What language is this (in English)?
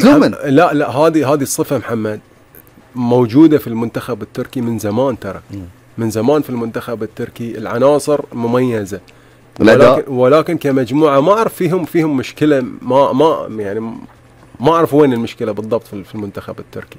Gulf Arabic